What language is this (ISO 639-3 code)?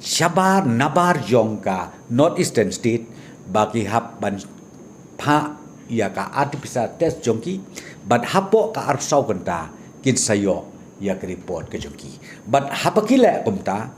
kha